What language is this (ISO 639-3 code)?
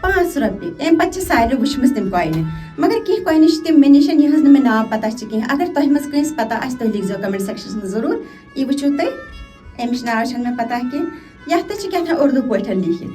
kas